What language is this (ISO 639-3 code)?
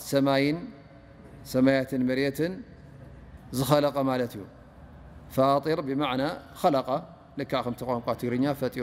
tir